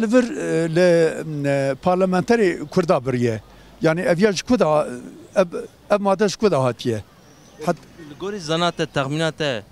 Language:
Kurdish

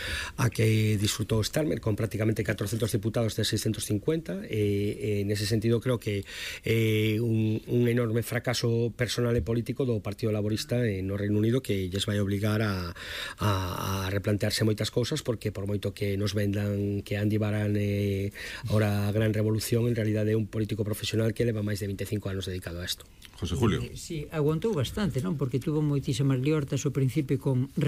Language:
Galician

